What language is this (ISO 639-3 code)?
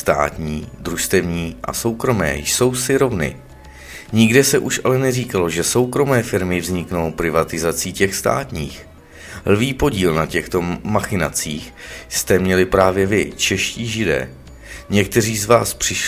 ces